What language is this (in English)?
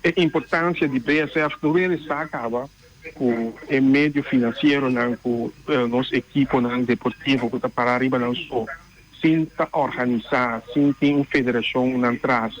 Papiamento